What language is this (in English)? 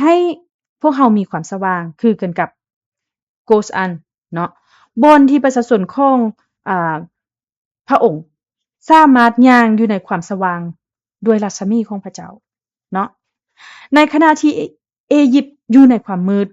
Lao